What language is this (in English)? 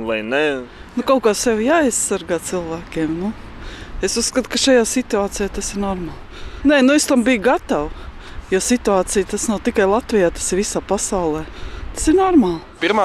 Latvian